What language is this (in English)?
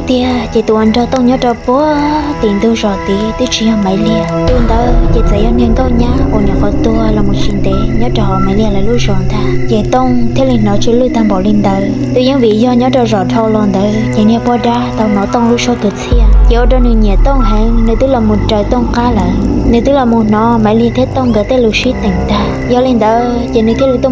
Hmong